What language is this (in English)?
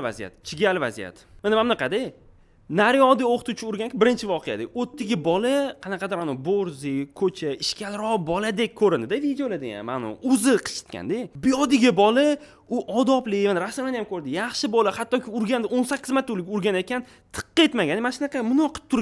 Uzbek